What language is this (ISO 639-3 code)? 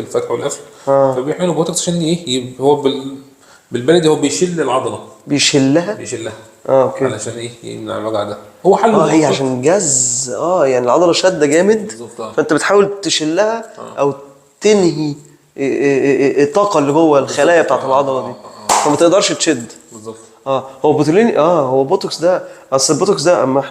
arz